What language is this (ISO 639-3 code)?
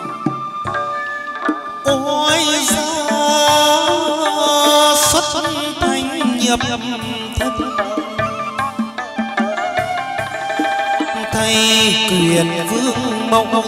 vie